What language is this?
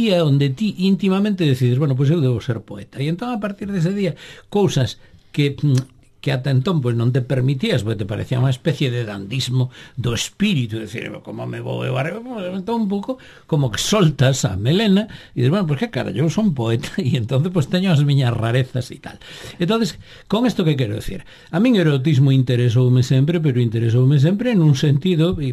Galician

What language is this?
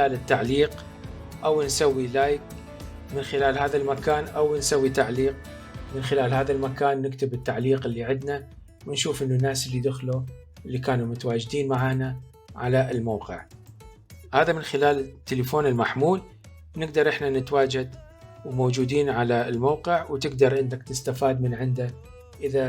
Mesopotamian Arabic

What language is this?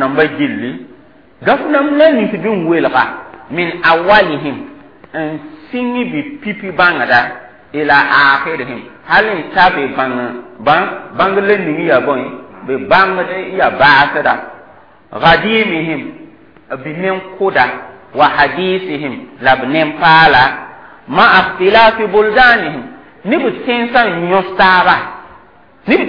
Mossi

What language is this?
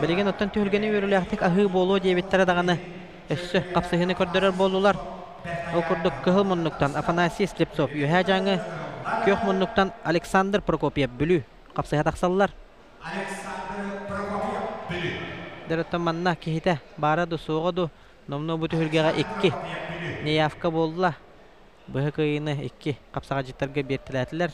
Yakut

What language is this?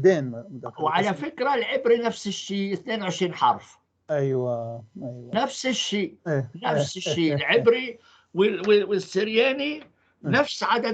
North Levantine Arabic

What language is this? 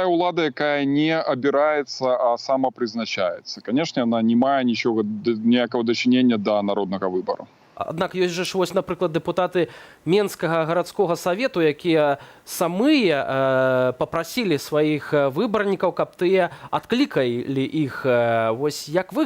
Belarusian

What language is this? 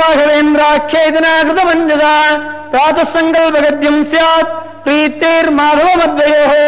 Sanskrit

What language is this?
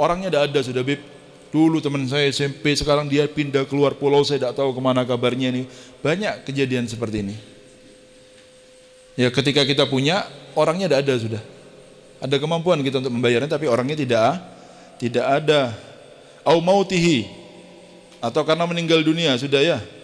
Indonesian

